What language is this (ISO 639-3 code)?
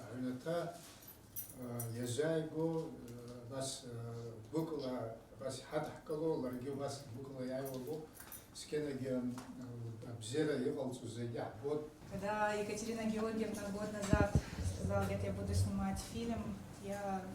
abk